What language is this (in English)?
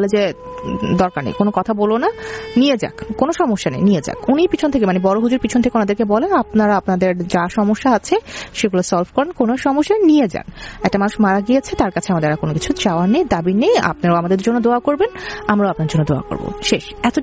Bangla